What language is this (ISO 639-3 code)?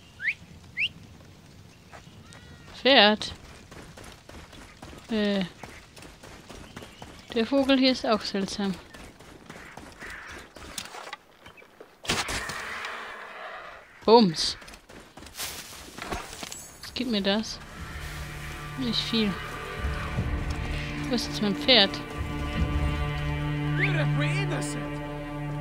deu